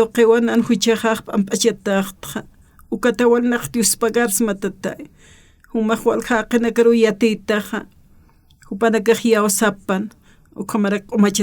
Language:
Aymara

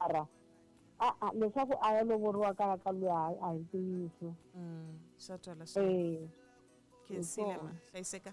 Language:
Tsonga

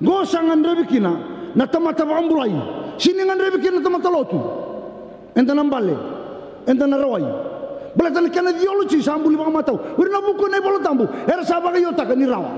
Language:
Fijian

